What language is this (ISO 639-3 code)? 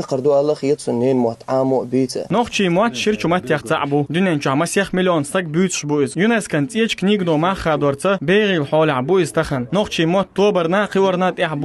che